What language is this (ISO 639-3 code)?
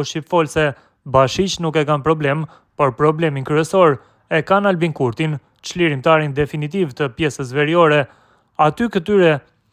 sqi